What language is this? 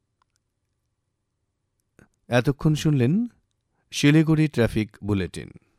Bangla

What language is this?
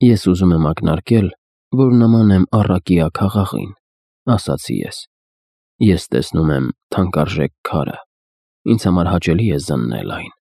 Armenian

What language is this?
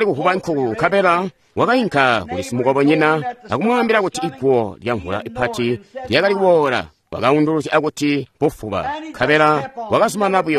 Tonga (Zambia)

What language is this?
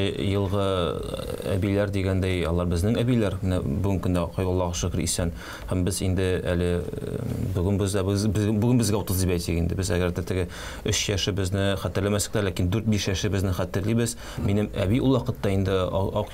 Tatar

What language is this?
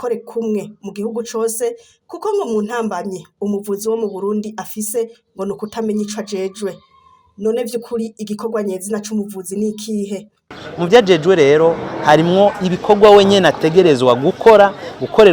Rundi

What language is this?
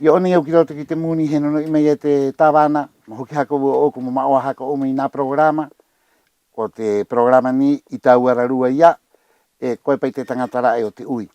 Rapanui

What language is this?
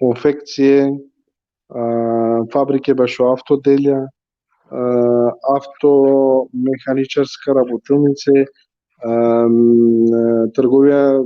Balkan Romani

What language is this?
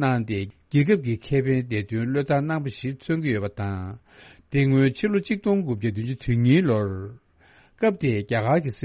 Tibetan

